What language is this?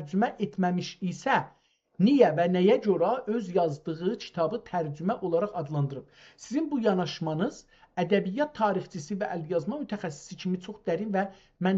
South Azerbaijani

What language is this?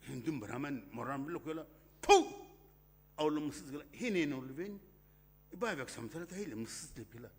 Sumi Naga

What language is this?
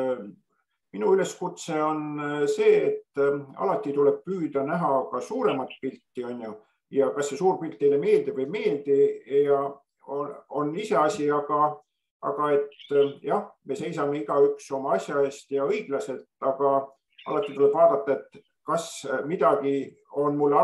Estonian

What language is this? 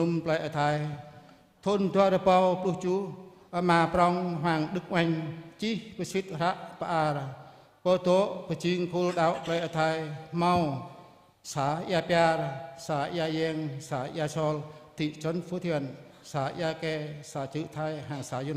Jarai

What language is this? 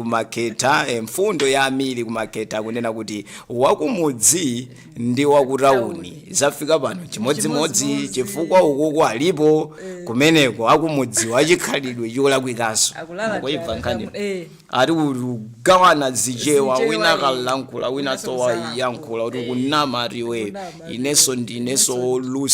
Nyanja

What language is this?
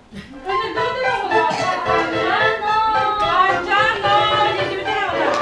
Yakut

